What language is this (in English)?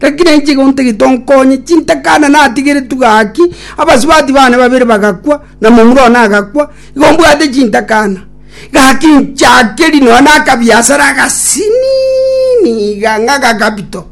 Gusii